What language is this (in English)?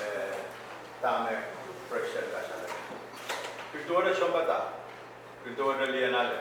Pohnpeian